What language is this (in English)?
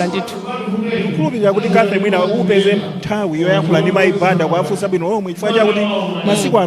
Nyanja